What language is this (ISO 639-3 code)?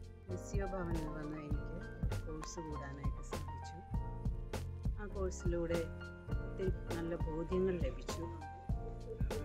mal